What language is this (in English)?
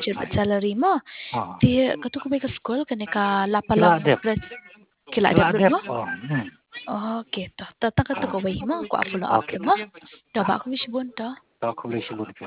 Khasi